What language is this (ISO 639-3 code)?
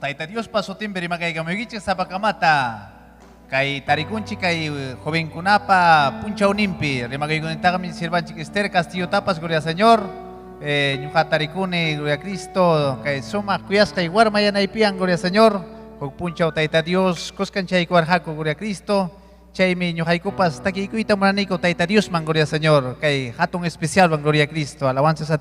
quy